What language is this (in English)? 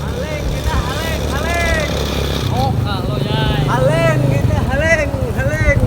Banjar